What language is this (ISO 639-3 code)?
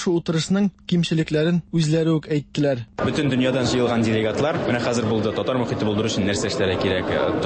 tat